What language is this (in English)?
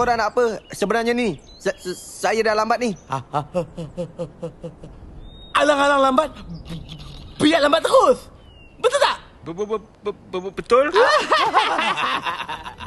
Malay